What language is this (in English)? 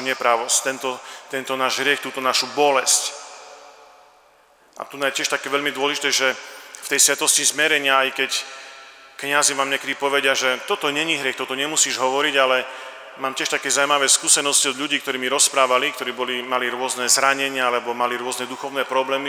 Slovak